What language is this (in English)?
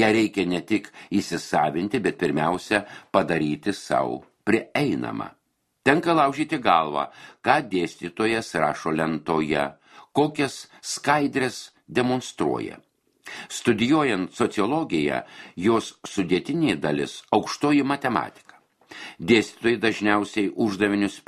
Lithuanian